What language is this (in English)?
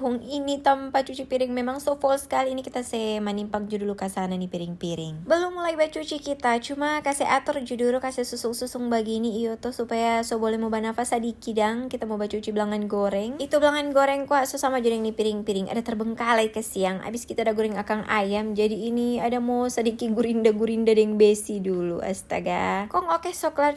Manado Malay